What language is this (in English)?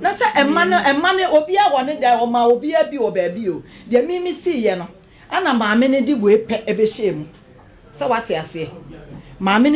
Akan